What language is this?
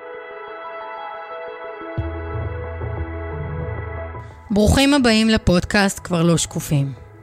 Hebrew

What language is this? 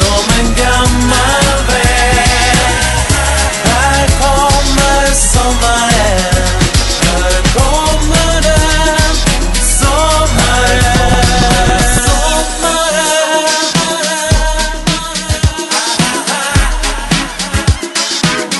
Swedish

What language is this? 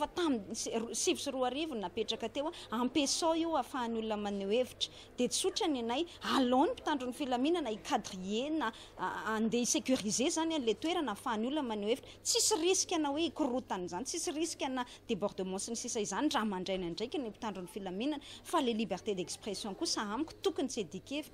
Malagasy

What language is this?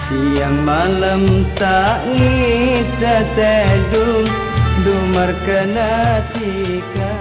Madurese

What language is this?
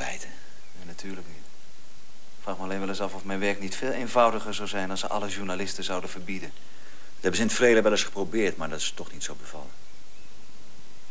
Dutch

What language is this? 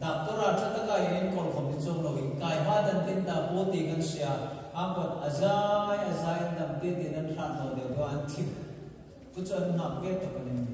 Hmar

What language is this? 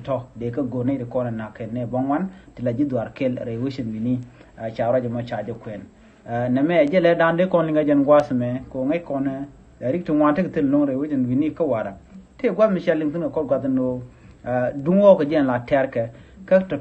Nuer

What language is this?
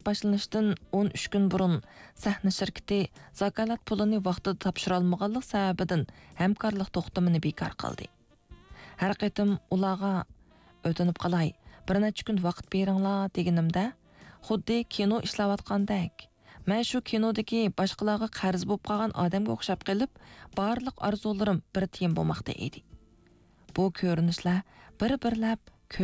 Uyghur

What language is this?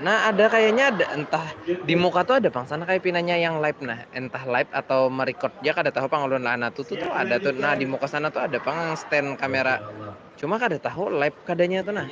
Banjar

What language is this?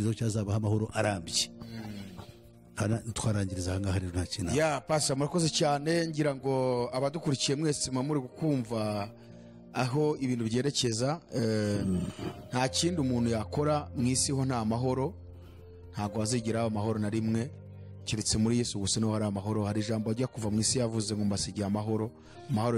Kinyarwanda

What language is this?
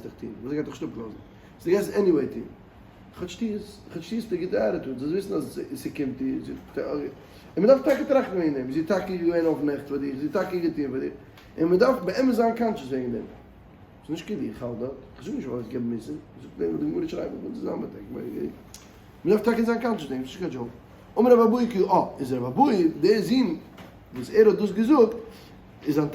Yiddish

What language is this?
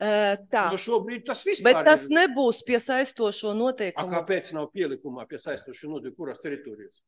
Latvian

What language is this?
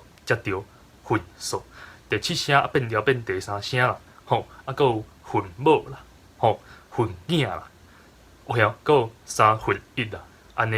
Min Nan Chinese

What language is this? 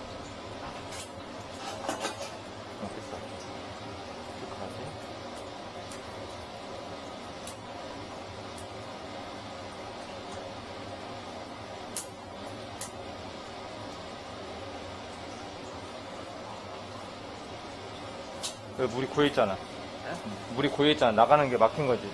Korean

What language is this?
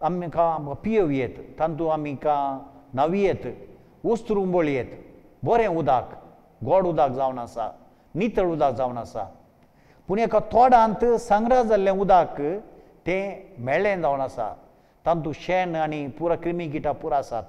Konkani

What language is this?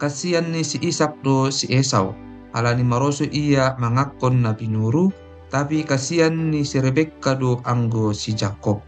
Batak Simalungun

